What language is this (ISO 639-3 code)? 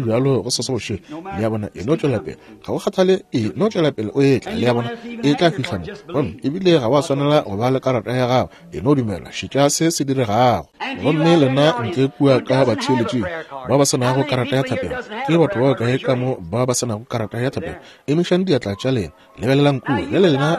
nso